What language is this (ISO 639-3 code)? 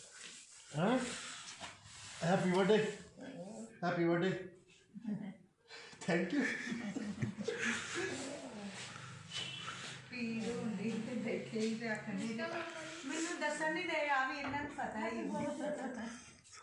pan